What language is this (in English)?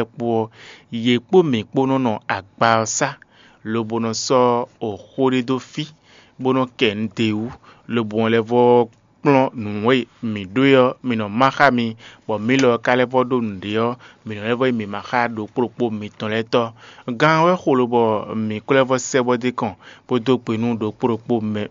Fon